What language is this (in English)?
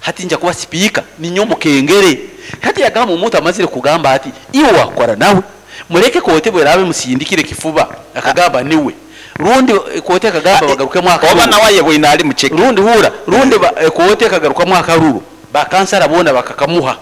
Nyoro